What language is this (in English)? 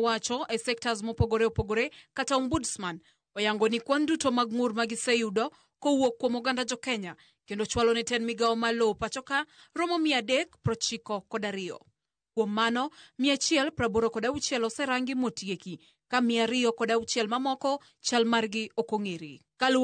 Luo (Kenya and Tanzania)